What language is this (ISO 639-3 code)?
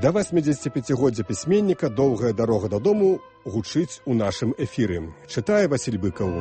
bel